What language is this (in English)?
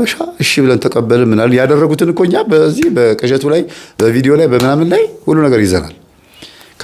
Amharic